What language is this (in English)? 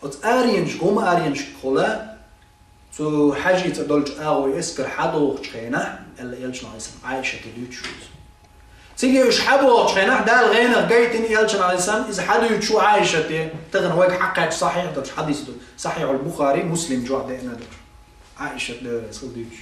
Chechen